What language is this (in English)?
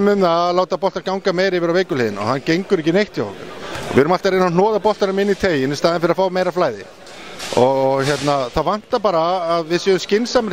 Icelandic